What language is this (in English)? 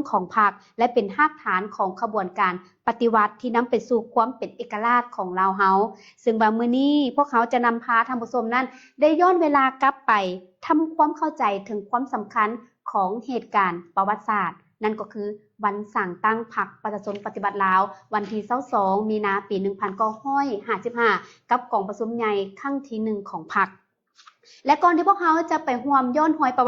Lao